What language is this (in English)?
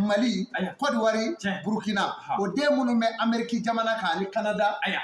Bambara